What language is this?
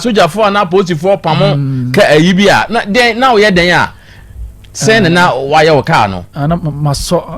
Akan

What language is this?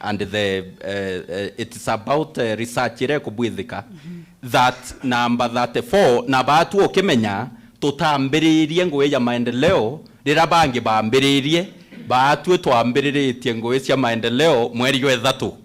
Meru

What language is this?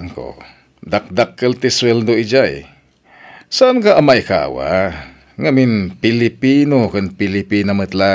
Iloko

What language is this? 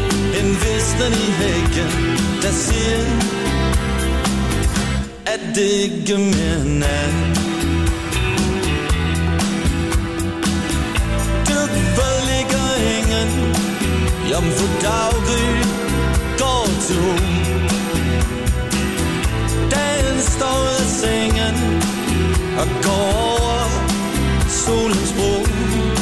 Danish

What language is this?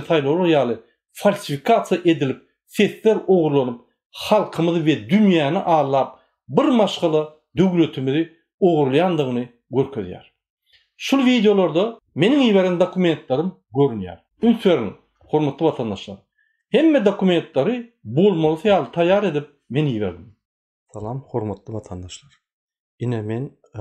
Turkmen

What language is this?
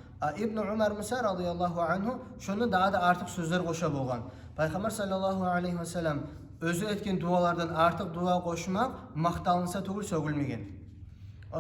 Kumyk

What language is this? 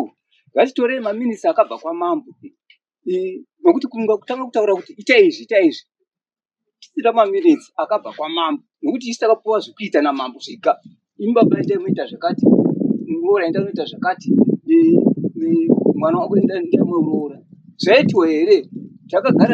Shona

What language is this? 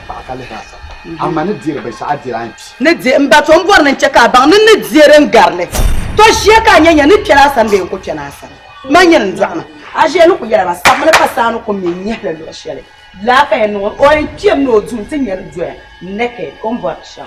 Dagbani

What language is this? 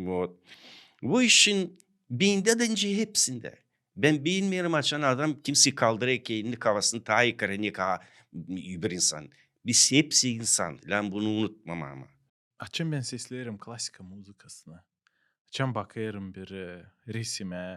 Gagauz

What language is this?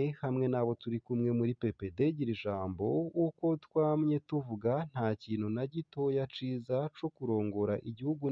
Rundi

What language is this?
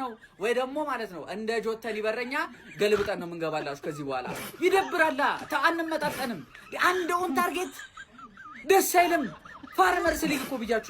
Amharic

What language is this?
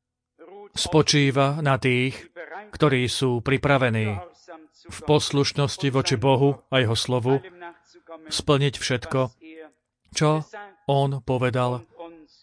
Slovak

